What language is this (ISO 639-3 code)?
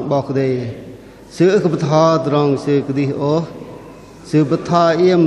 bdq